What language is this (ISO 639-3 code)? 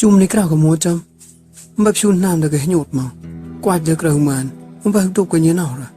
mnw